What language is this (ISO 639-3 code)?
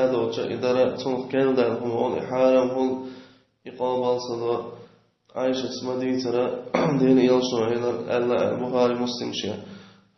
che